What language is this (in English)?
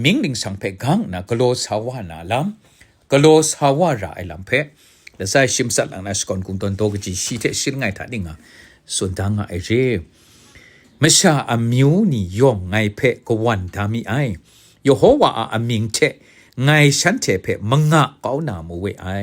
Kachin